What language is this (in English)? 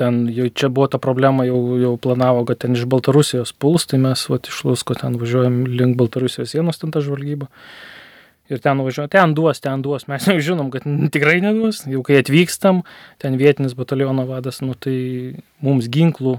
Lithuanian